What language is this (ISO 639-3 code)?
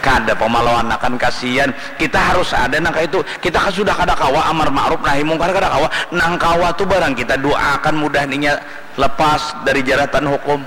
bjn